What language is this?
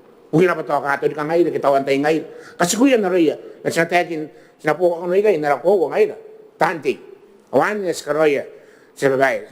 Gilbertese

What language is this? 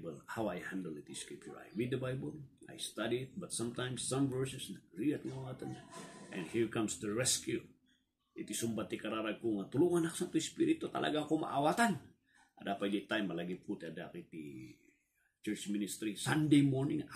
Iloko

